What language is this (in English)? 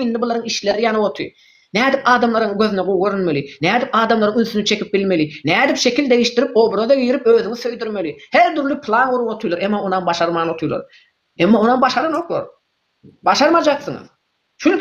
Turkmen